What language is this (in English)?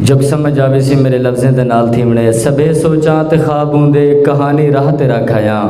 Saraiki